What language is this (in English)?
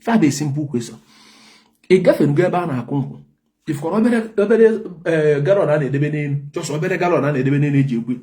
Igbo